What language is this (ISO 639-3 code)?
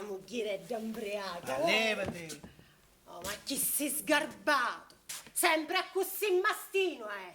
scn